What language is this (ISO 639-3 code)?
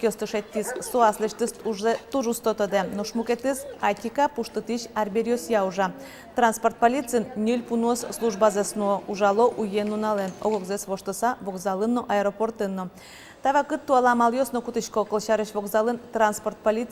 udm